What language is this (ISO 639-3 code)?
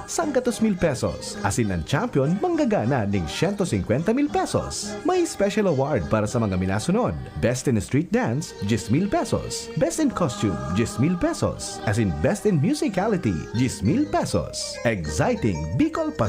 bik